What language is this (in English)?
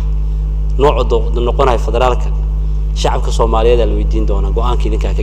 Somali